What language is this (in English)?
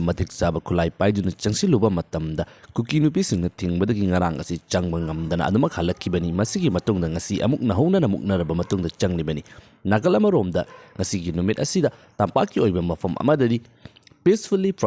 Manipuri